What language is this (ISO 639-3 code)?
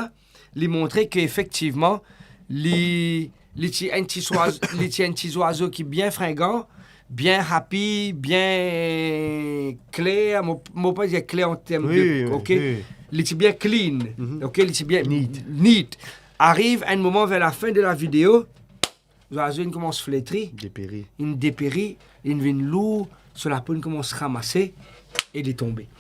mfe